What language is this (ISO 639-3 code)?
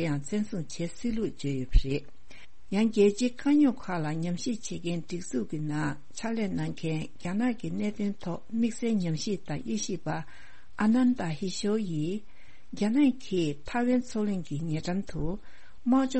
bod